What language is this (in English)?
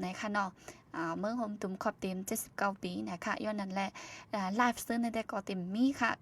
Shan